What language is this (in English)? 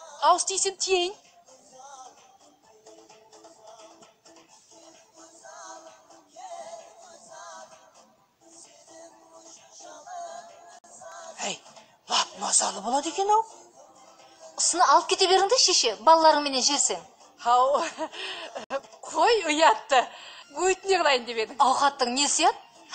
Kazakh